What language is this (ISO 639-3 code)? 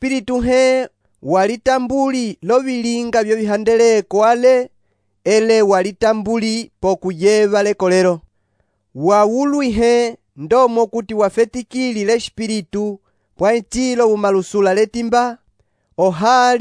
umb